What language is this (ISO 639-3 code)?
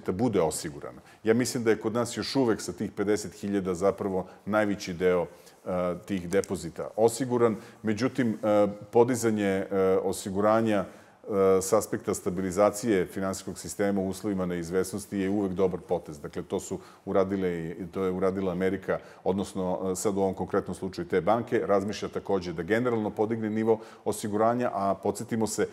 srp